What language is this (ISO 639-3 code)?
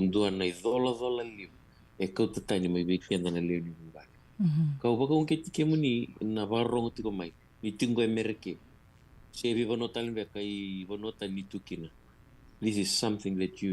fij